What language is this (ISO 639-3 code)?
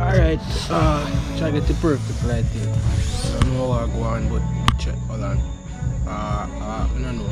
jam